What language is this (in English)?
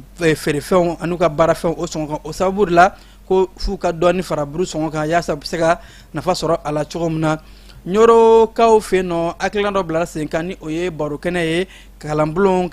Bambara